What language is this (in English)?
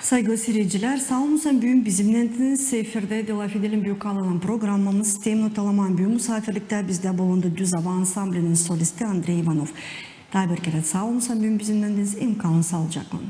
Gagauz